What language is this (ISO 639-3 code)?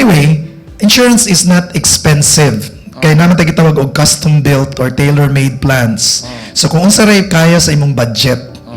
ceb